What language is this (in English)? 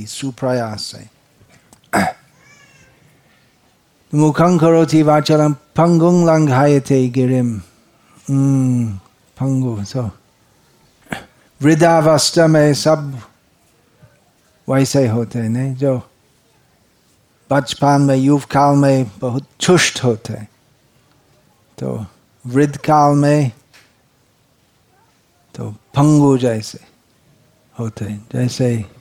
Hindi